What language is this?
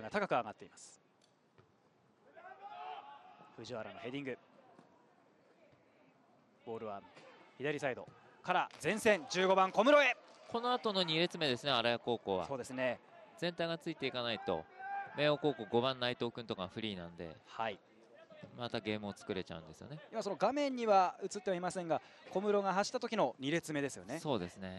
Japanese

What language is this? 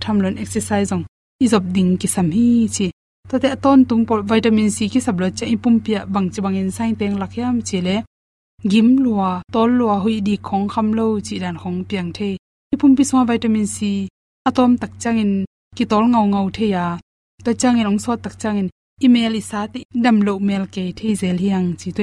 Tedim Chin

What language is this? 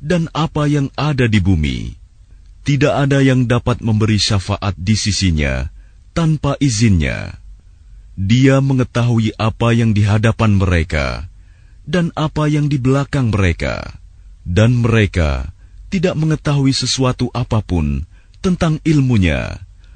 Indonesian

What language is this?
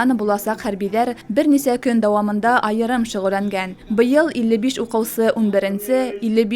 Bashkir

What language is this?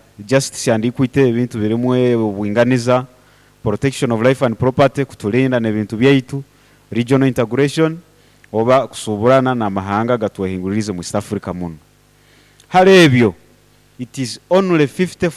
Nyoro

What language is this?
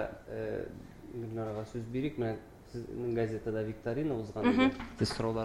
Tatar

